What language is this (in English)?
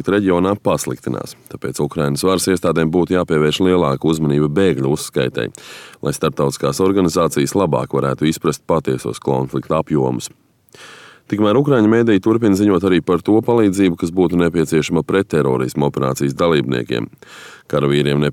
Latvian